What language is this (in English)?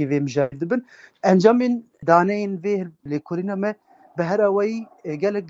Kurdish